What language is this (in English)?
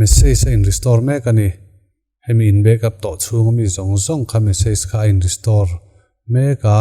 Mizo